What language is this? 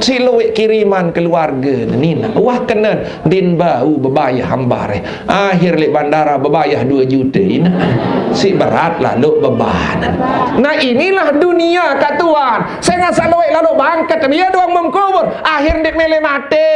Sasak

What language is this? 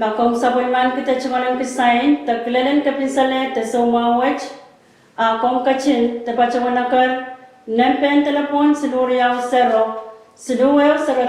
Pohnpeian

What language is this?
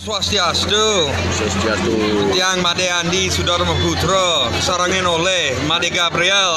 Balinese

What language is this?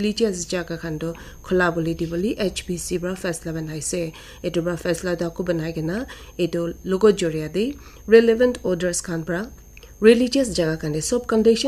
Naga Pidgin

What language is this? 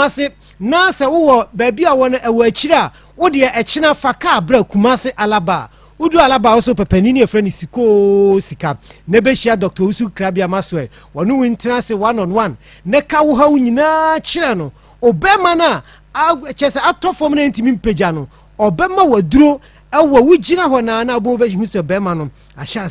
Akan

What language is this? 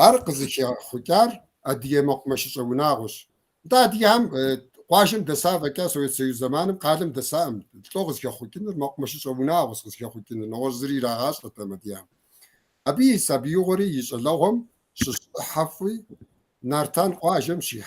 Kabardian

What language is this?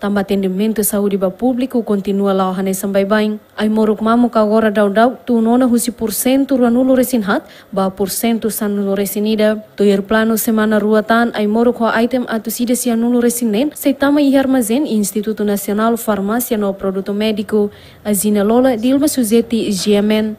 Tetum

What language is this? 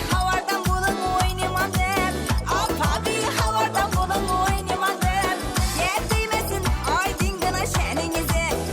Kara-Kalpak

